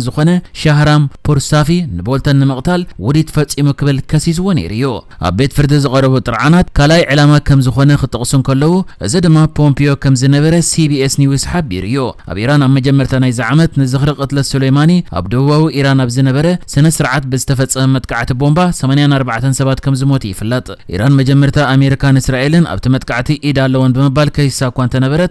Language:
Tigrinya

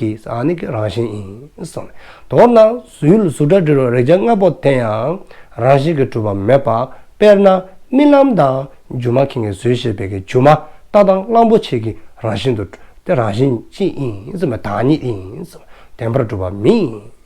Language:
Dzongkha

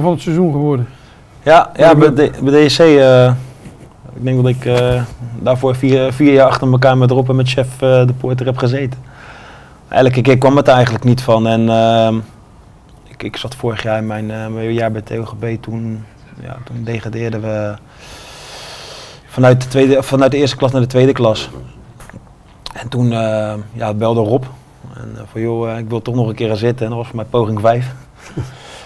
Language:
Dutch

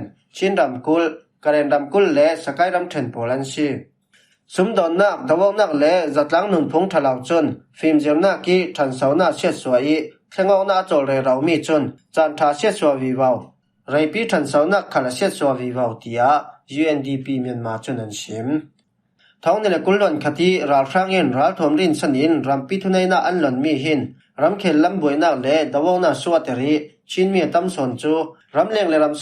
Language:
Falam Chin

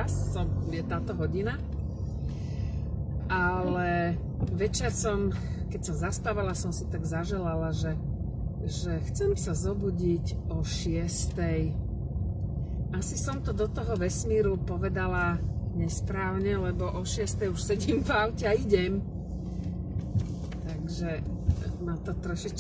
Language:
Slovak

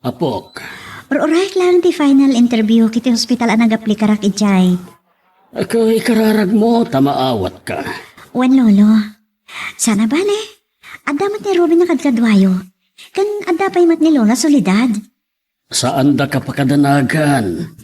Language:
Iloko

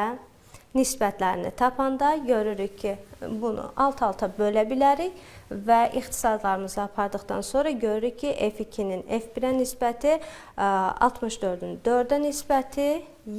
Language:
Azerbaijani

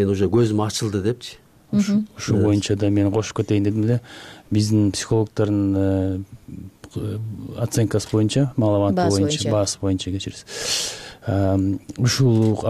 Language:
Kyrgyz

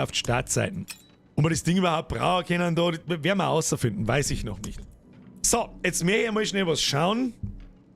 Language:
Bavarian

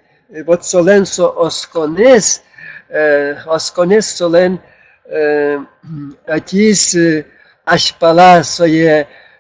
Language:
Udmurt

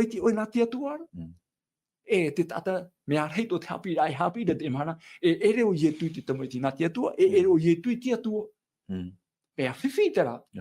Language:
Tahitian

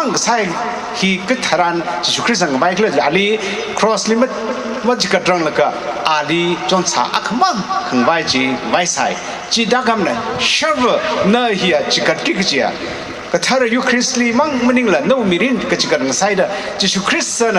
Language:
Tangkhul Naga (India)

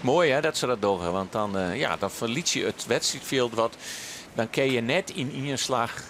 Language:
Western Frisian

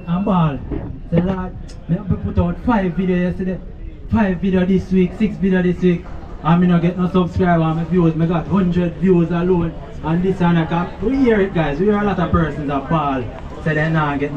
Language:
Jamaican Creole English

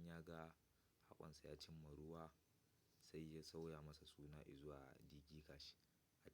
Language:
Hausa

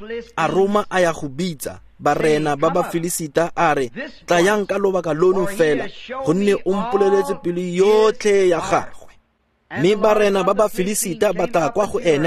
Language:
Tswana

